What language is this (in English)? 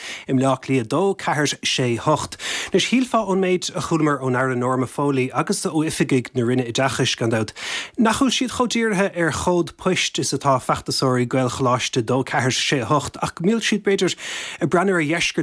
Irish